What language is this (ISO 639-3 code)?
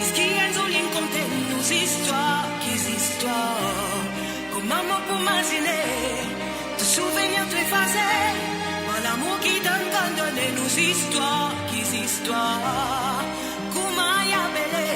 mfe